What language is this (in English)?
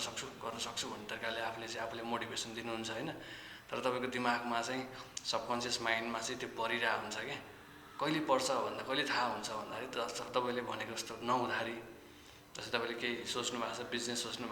Nepali